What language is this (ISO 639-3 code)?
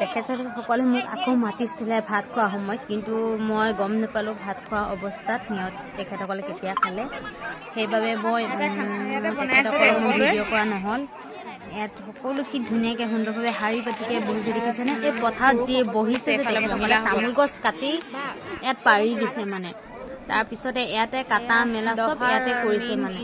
asm